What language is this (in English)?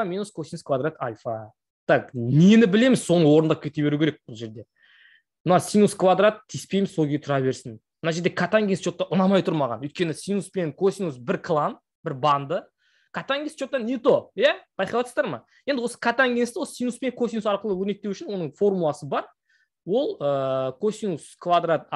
Kazakh